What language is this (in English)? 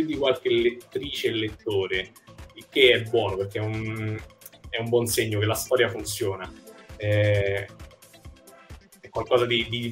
Italian